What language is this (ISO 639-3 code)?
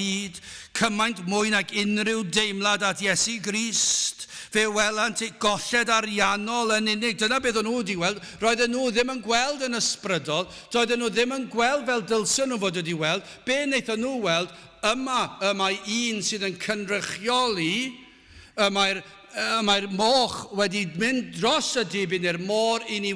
cym